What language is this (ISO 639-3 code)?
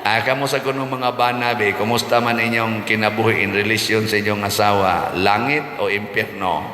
ceb